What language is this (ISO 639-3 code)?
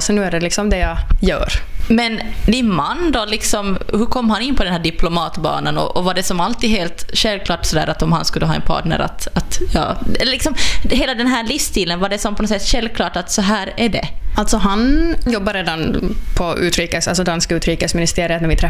swe